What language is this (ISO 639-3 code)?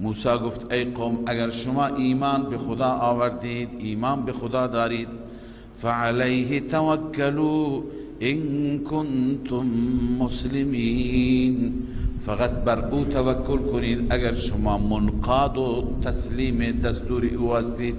fas